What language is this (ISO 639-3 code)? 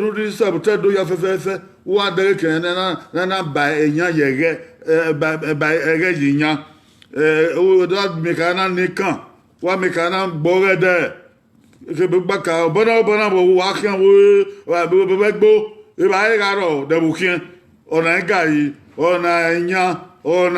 bin